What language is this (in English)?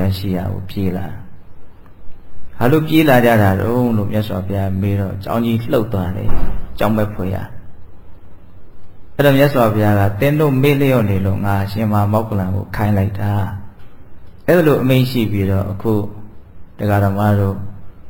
Burmese